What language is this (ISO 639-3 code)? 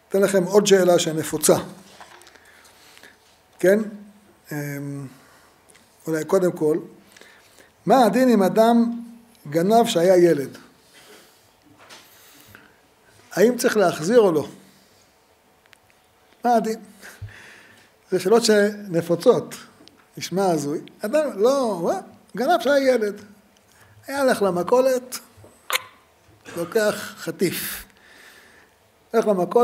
heb